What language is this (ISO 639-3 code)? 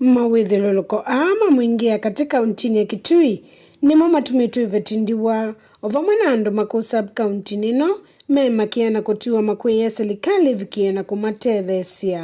kam